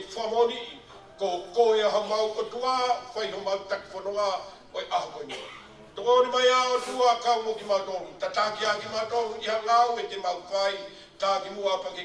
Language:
Tongan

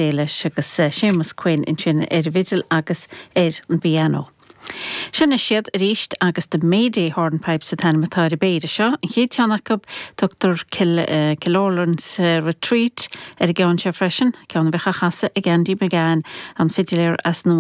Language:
Irish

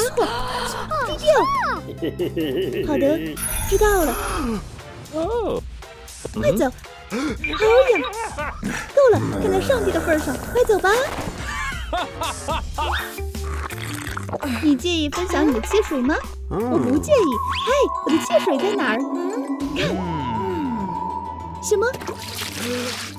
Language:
Chinese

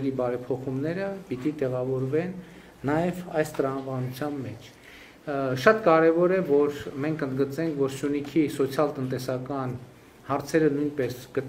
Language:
Armenian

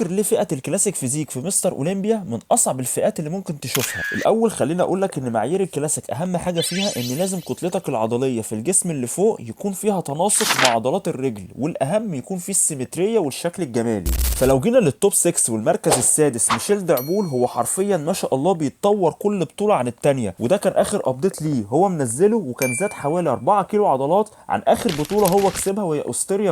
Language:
Egyptian Arabic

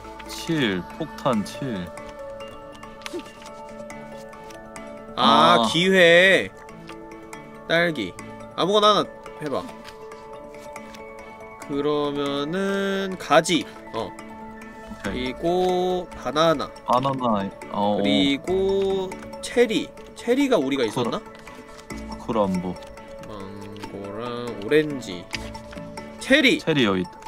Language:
Korean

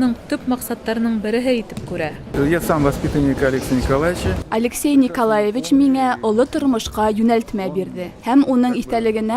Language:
Bashkir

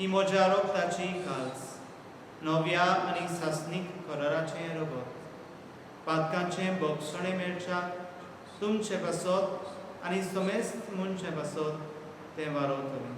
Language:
Konkani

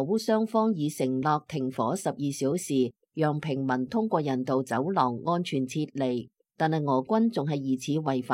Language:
Cantonese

